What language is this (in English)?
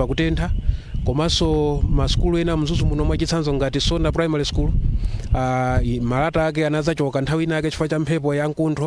Nyanja